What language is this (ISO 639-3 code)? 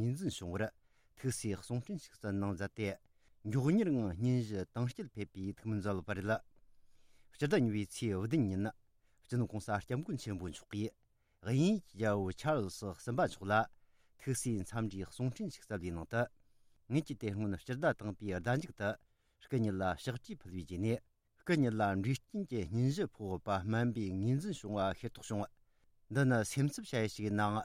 bod